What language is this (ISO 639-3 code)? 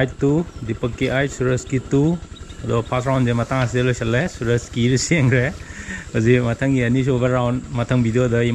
mni